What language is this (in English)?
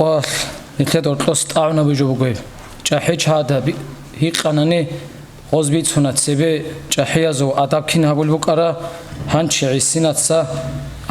Avaric